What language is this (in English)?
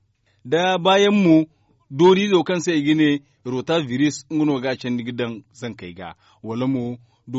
Zarma